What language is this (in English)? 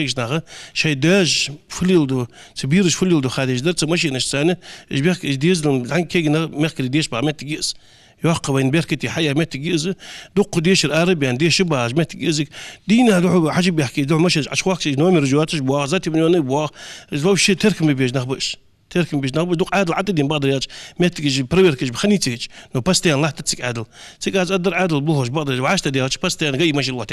Ingush